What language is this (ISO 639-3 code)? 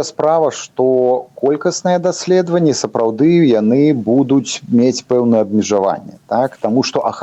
bel